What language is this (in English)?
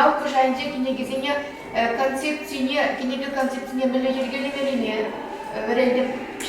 Chuvash